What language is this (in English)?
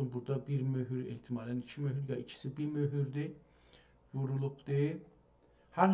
South Azerbaijani